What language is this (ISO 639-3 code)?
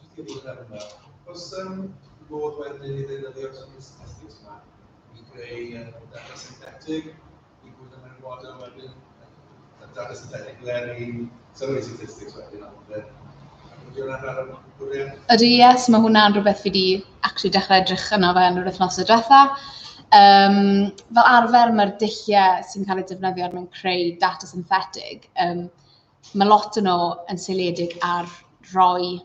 cym